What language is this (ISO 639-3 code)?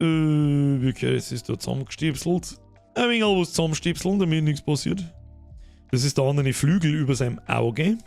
bar